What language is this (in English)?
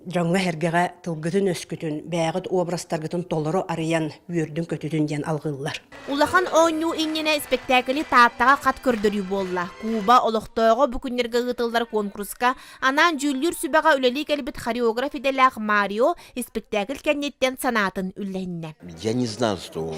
Yakut